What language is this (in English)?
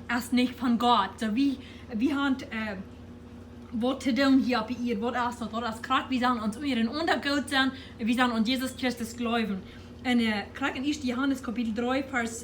Plautdietsch